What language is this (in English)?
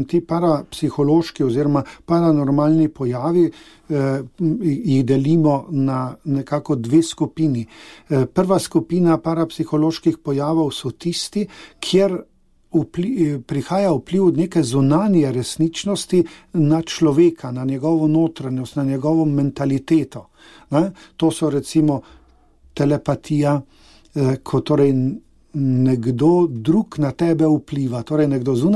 Slovenian